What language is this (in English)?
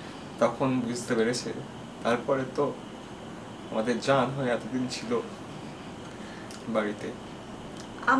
Bangla